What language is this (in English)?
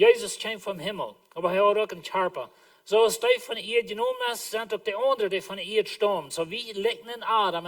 Plautdietsch